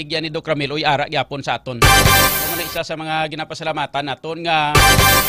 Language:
Hiligaynon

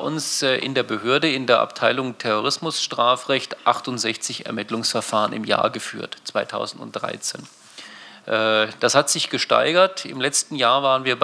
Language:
German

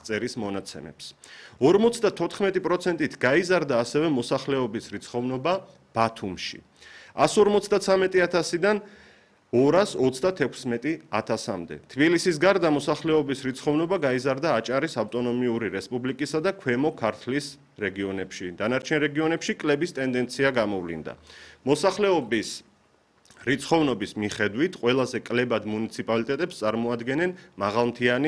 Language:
Georgian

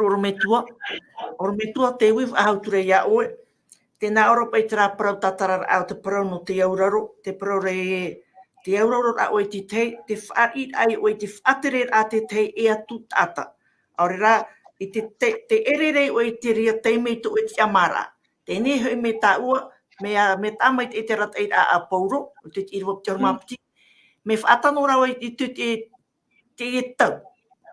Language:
Tahitian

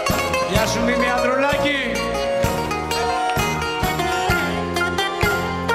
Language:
Greek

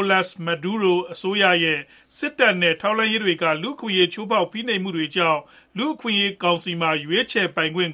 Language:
Burmese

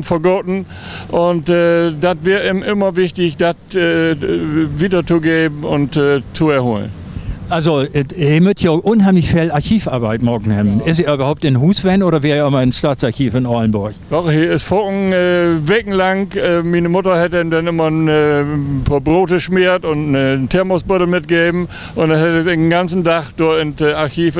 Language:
Low German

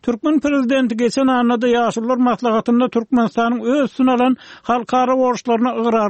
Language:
Turkmen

